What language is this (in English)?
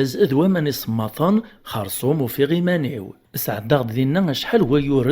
Kabyle